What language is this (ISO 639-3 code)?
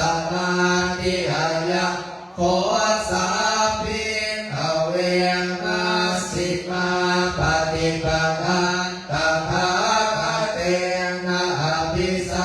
pli